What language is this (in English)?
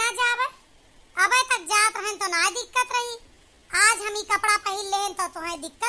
Awadhi